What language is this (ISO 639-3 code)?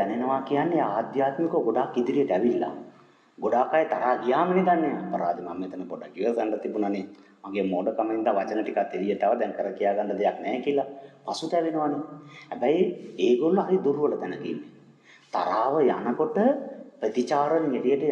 sin